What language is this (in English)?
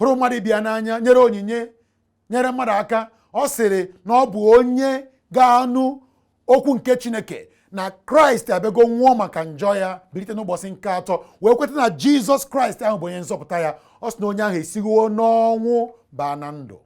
Igbo